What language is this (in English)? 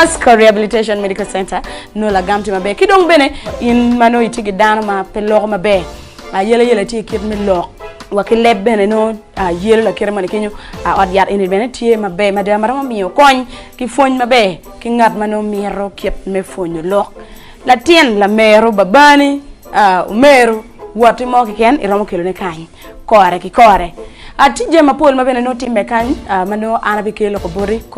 Acoli